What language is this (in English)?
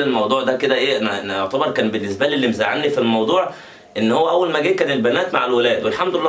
Egyptian Arabic